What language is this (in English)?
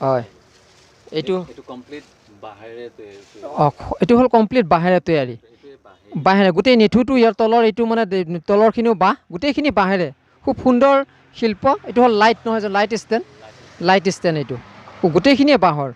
Assamese